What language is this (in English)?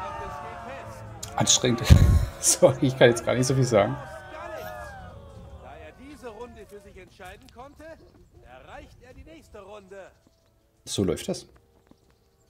German